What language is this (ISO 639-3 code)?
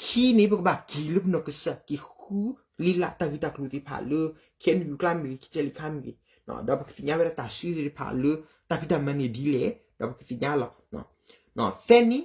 ksw